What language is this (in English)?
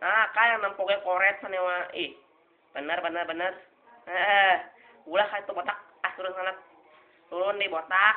Sundanese